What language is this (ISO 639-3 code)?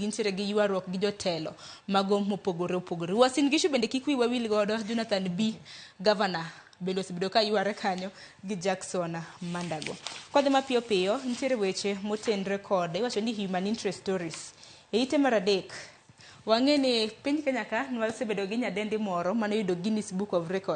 luo